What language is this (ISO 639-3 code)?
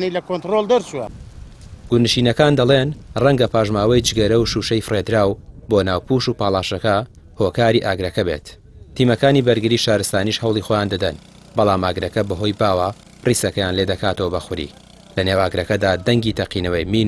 ckb